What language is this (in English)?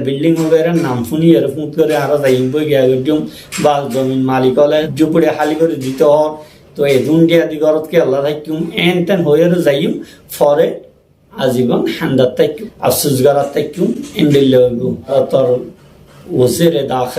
Rohingya